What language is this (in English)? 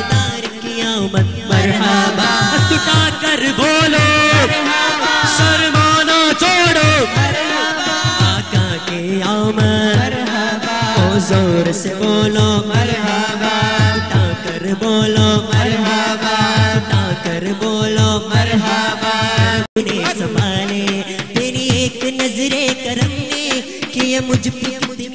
Urdu